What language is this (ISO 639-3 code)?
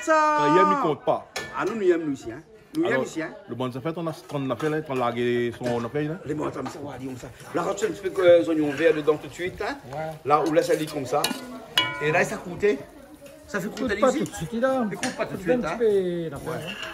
rcf